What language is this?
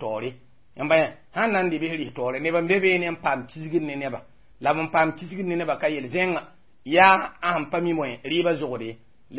Mossi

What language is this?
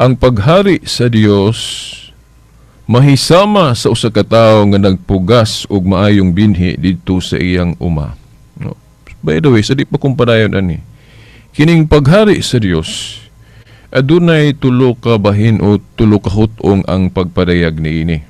Cebuano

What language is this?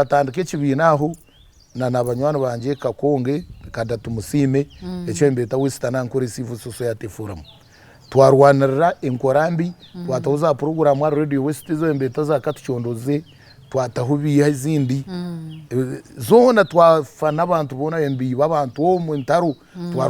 Nyankole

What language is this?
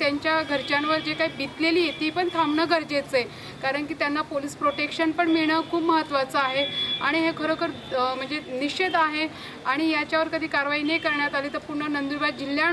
Marathi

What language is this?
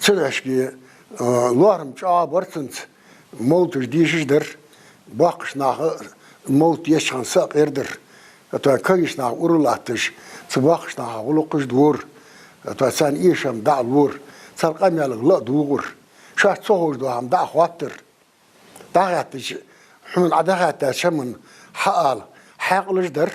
Ingush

